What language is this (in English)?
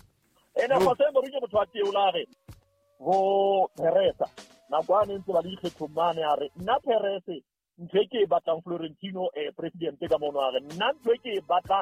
Southern Sotho